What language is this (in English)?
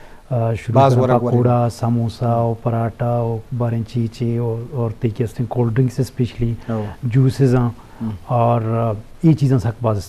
Eastern Balochi